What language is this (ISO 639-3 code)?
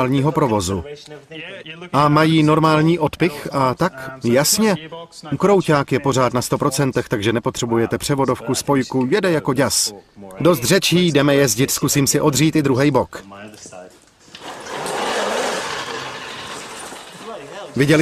ces